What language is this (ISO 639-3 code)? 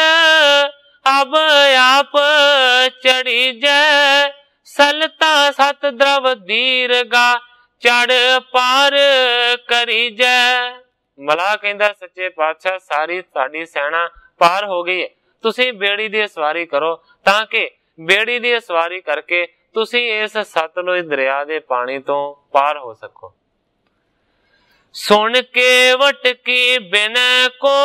pan